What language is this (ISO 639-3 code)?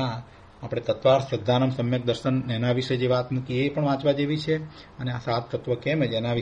guj